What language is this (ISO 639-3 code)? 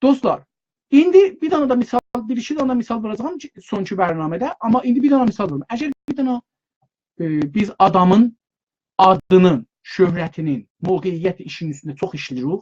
azb